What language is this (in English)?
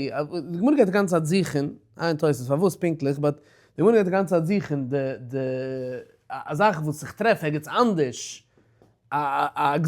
Yiddish